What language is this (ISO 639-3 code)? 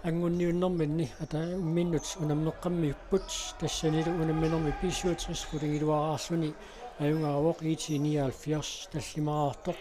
kal